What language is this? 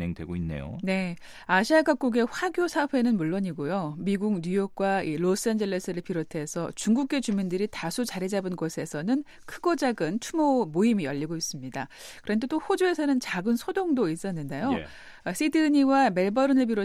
Korean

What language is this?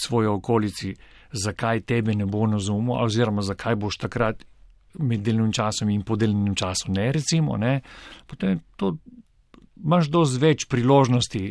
Slovenian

